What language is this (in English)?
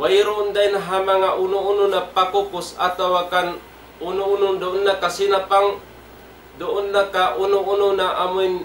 Tausug